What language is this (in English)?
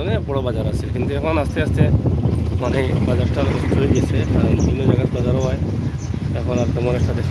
Sylheti